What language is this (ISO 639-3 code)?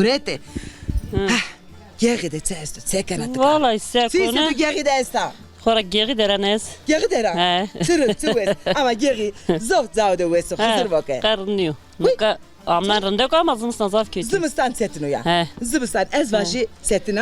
zza